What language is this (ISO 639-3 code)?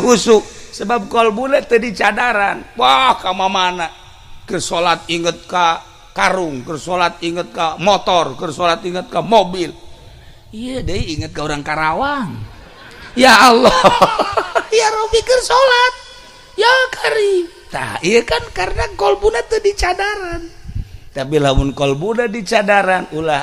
sun